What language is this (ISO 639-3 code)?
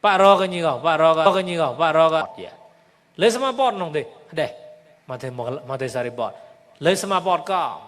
mnw